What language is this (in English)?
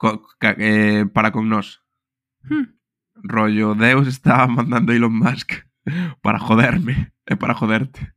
Galician